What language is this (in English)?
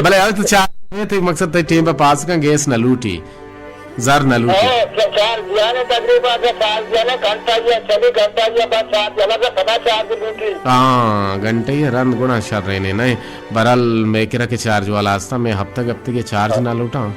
Baluchi